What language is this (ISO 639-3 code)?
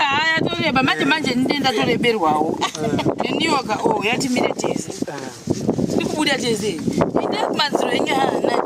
sna